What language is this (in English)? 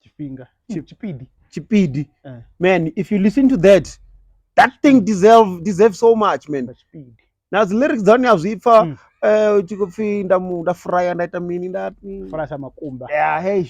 Venda